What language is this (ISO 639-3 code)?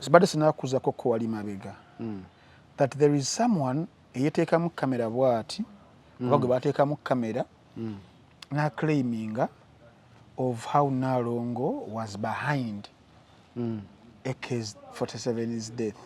lug